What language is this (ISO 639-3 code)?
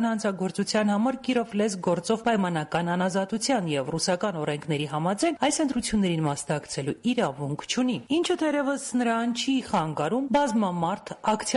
hye